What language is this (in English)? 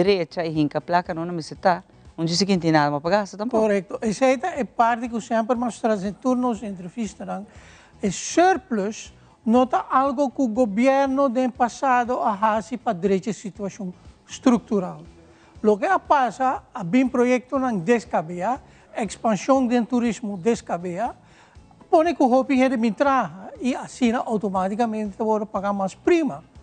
Papiamento